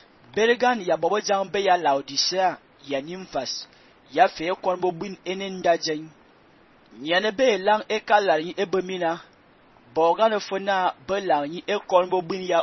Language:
Fang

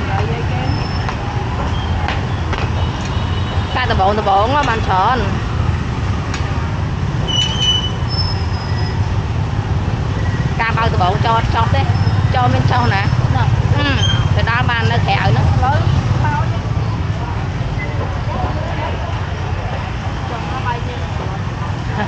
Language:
Vietnamese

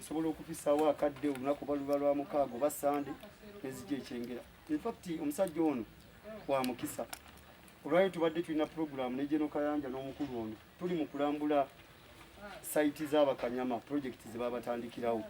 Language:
Ganda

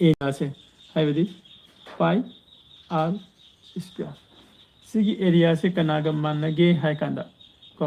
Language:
Manipuri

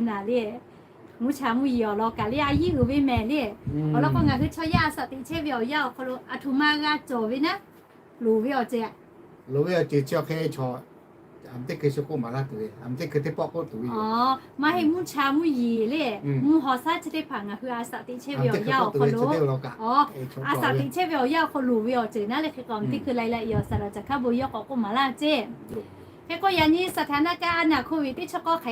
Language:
Lahu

